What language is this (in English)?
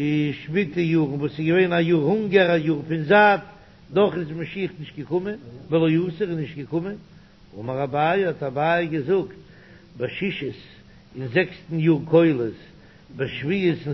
Yiddish